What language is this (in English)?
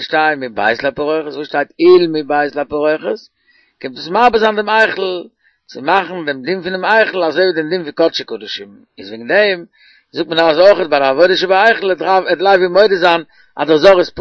Yiddish